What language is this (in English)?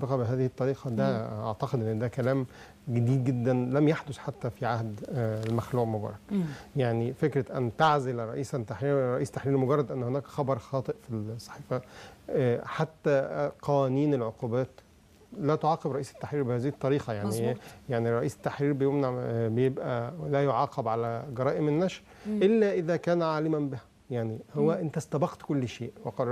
Egyptian Arabic